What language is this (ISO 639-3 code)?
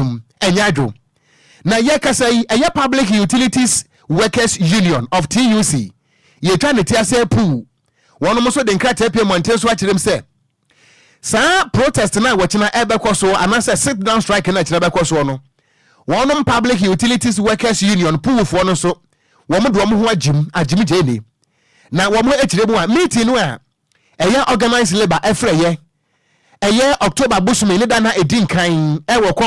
aka